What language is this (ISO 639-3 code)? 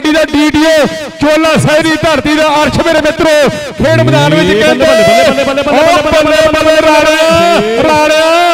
pan